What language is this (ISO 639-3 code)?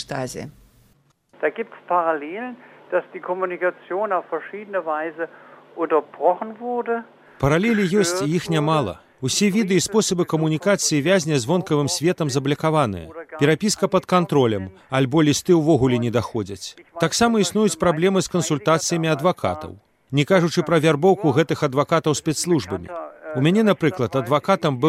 bel